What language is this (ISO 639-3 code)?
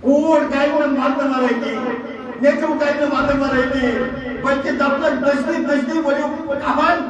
kas